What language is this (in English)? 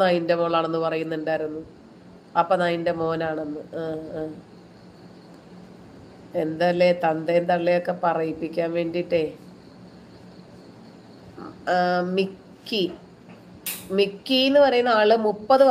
Malayalam